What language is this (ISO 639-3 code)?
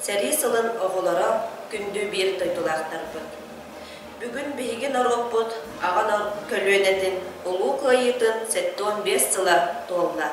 sah